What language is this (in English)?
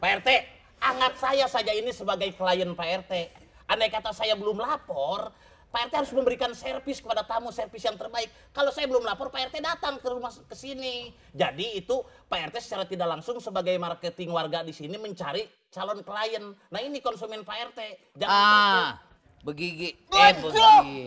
Betawi